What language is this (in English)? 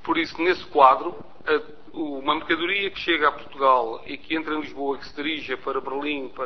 Portuguese